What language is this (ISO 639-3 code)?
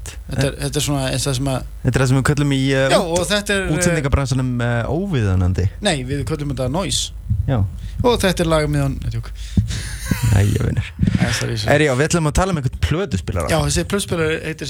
isl